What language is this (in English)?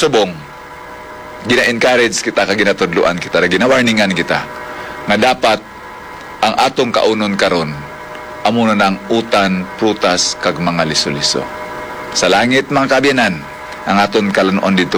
Hiligaynon